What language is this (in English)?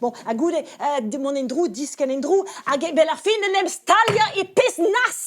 Breton